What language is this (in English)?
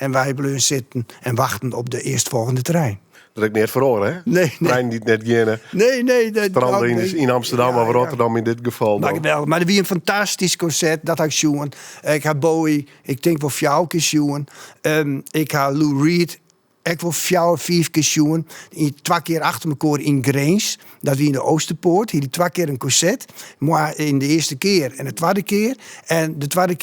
Western Frisian